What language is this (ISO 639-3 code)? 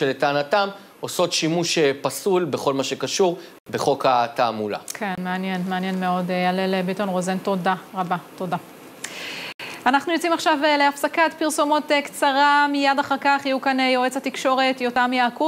heb